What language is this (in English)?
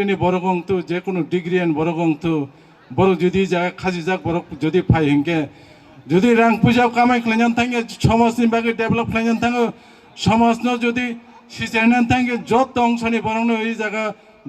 Kok Borok